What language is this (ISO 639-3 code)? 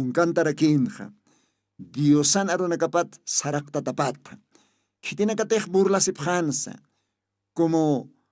aym